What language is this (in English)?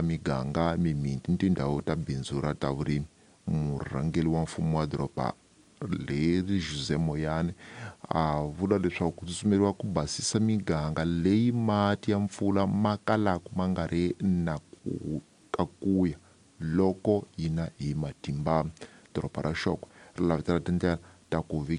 Tsonga